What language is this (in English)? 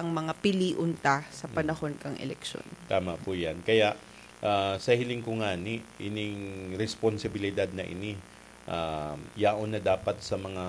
Bikol